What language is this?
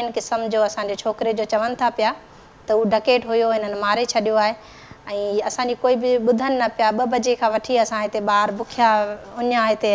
Sindhi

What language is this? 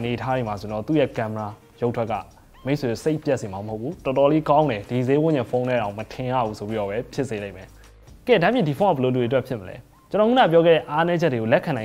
Burmese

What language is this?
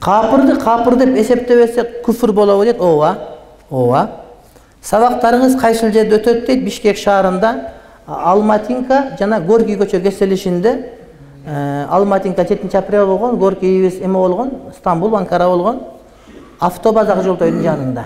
Kyrgyz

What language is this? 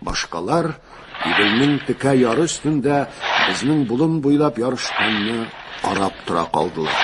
Tatar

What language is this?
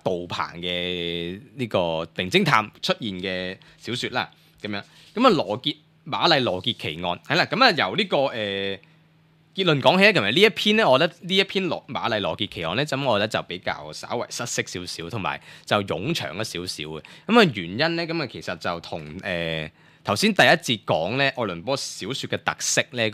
Cantonese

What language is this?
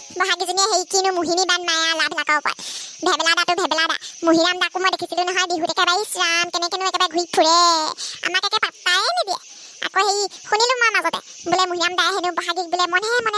Assamese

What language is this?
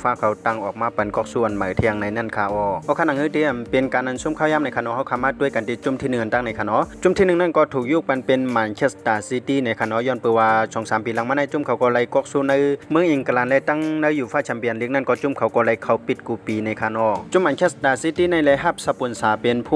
Shan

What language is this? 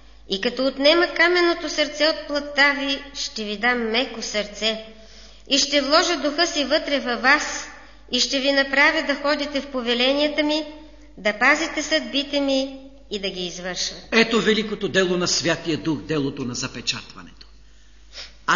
Bulgarian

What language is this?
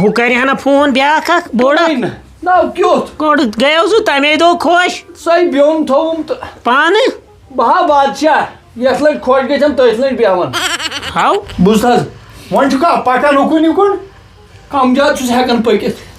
Kashmiri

